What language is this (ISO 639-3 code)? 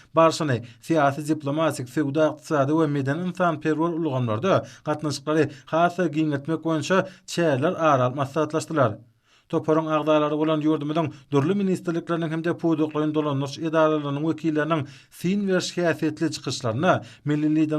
tuk